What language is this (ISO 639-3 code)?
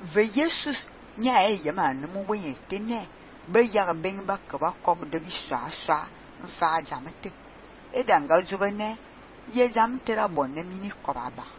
fan